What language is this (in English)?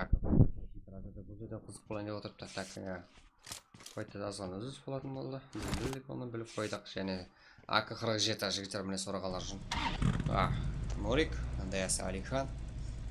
Kara-Kalpak